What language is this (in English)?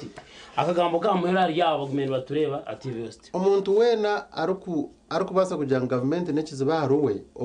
Nyankole